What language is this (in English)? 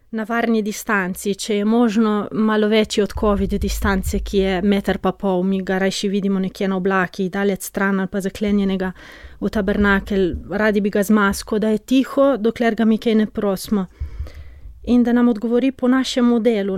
Slovenian